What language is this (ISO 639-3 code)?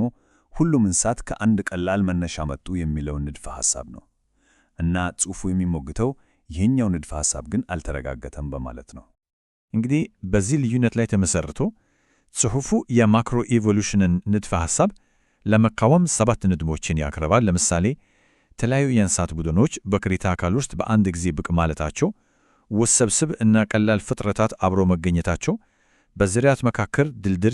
amh